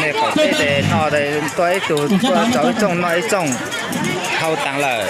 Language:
Hmong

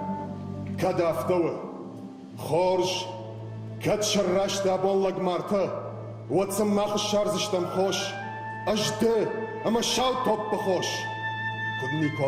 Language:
Ossetic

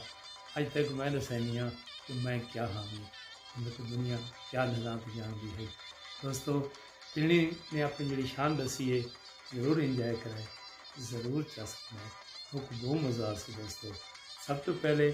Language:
Saraiki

